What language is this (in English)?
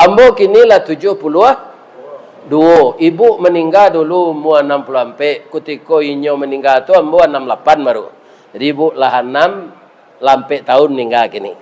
Minangkabau